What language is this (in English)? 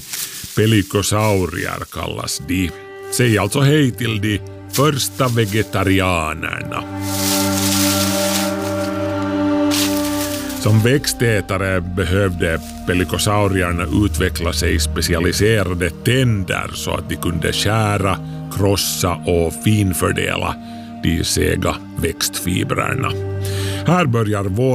Swedish